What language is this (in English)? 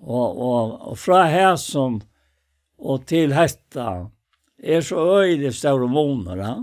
Faroese